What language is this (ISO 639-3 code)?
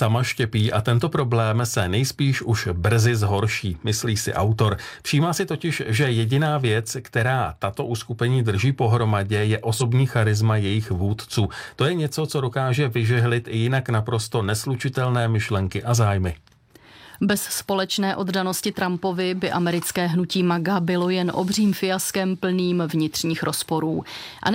ces